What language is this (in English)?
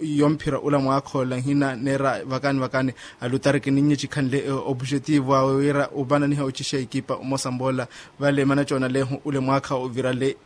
Makhuwa